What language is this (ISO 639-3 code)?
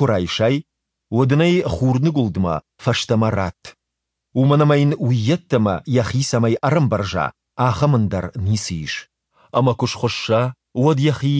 oss